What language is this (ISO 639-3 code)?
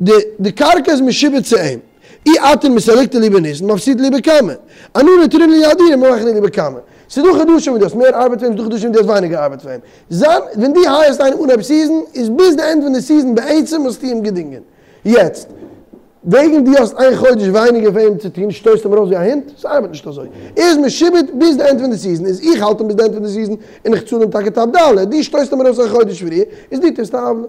yid